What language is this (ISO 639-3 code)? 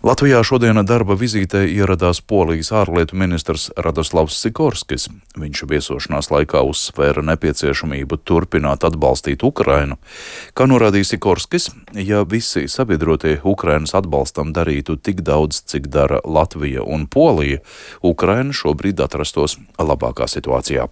lav